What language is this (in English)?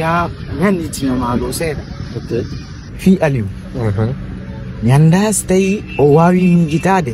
Fula